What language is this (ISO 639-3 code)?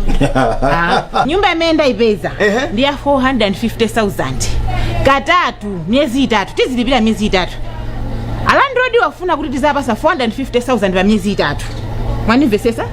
nya